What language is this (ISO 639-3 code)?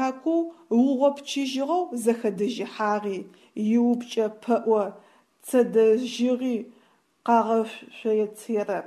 ady